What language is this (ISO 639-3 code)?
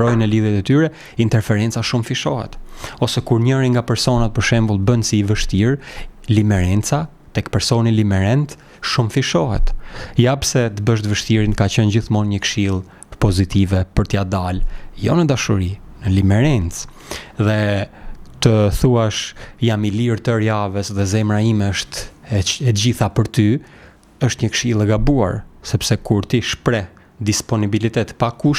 sqi